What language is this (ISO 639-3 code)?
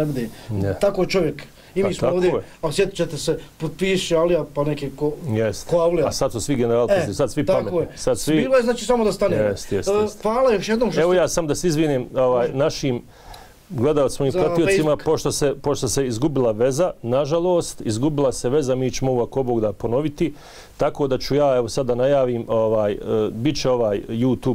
bos